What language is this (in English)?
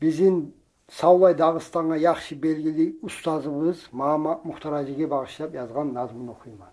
Kumyk